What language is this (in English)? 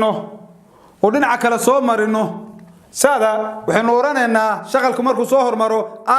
Somali